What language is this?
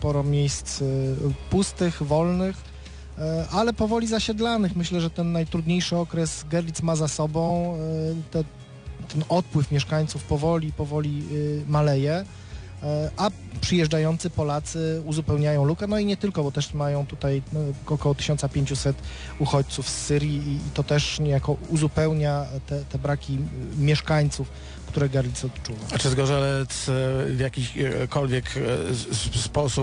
Polish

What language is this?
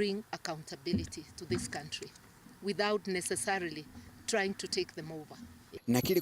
Meru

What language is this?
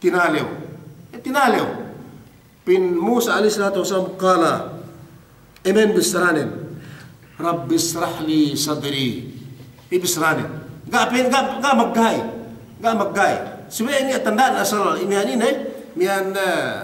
Yakan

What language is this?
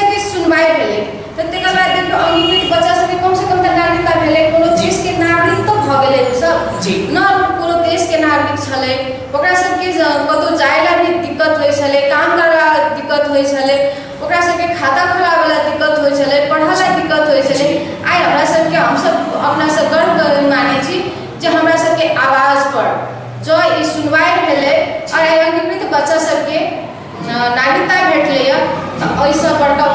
Maithili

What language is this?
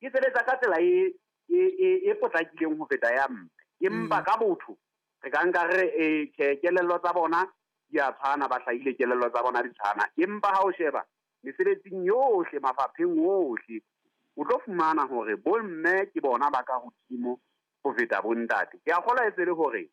Southern Sotho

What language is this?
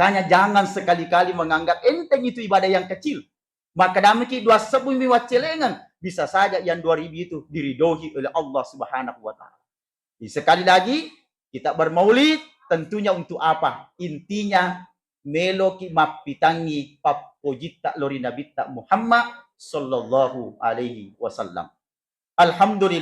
Buginese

